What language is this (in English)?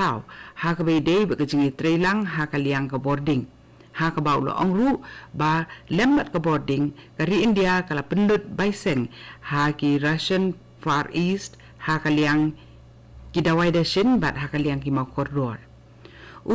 Khasi